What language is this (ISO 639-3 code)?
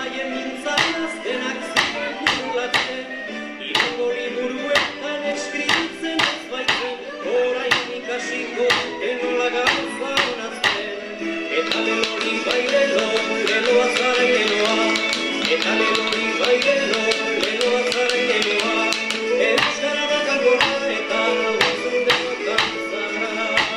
eus